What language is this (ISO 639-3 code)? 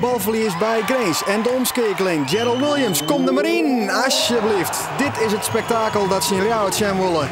fry